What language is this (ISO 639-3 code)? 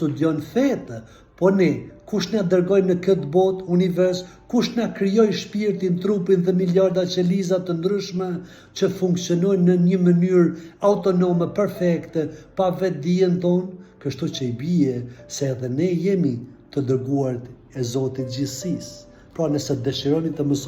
sqi